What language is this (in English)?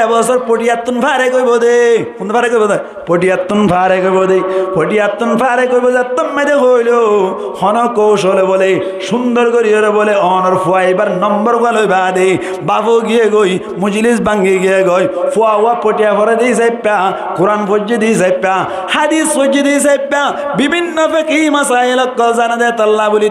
Rohingya